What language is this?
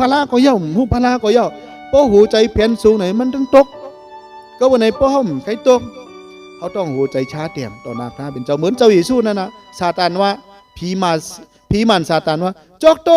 Shan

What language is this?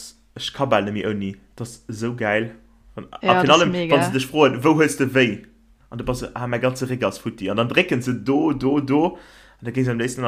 Luxembourgish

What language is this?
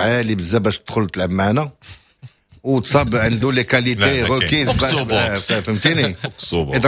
Moroccan Arabic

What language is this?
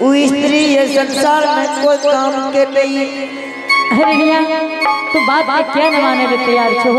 Angika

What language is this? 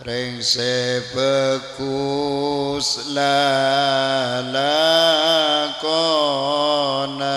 Madurese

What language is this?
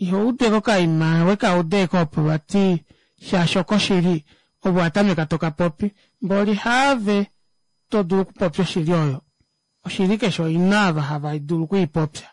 Kuanyama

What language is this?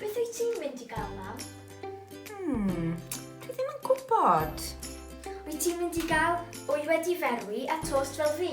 Welsh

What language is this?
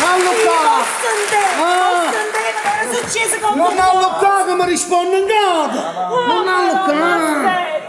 Neapolitan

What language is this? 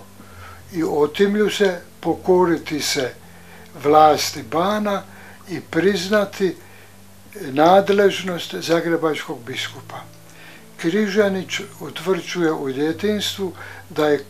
Croatian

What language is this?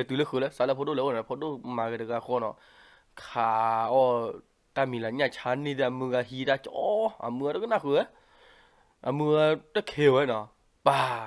S'gaw Karen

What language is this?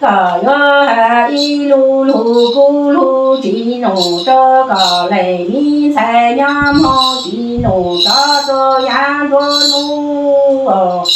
Hmong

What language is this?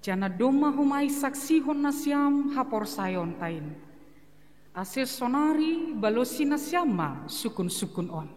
Batak Simalungun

